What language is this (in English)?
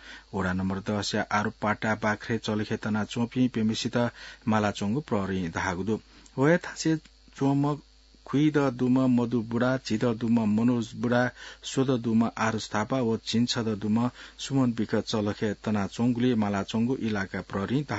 Newari